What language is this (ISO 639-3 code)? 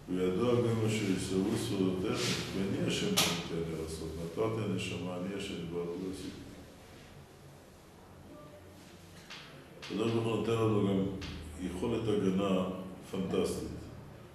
heb